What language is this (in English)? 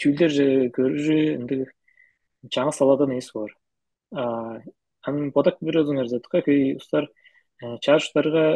Tuvinian